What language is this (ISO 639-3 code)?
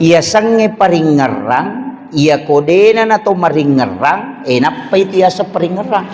bug